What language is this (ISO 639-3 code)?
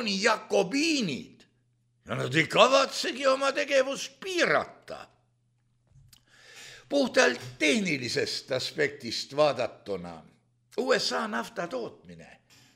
est